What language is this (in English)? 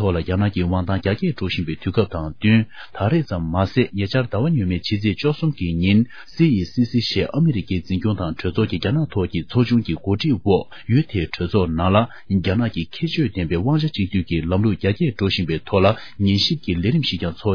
Tibetan